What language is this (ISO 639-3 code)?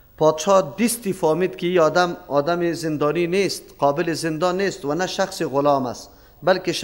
fas